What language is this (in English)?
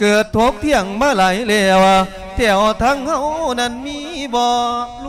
Lao